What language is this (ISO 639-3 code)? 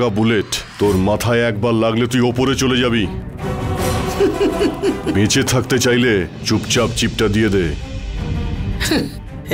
ben